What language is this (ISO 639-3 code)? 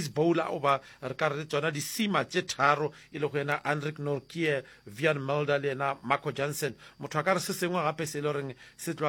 nso